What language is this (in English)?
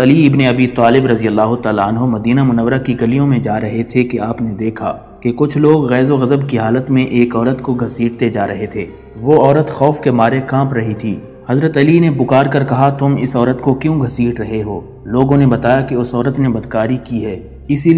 Urdu